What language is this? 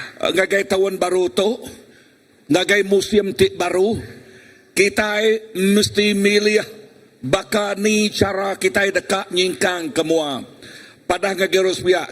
Iban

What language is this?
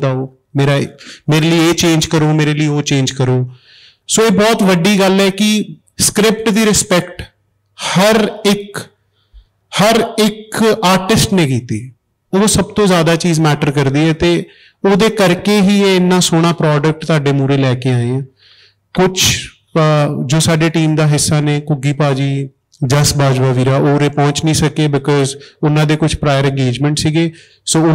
Punjabi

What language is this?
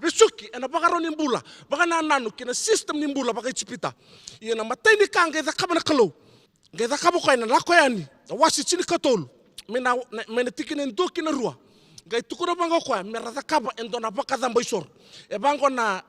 Fijian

